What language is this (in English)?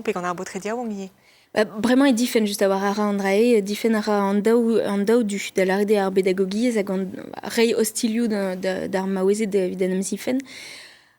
Breton